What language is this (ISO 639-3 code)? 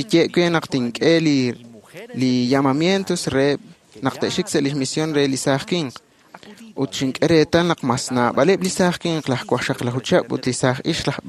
kek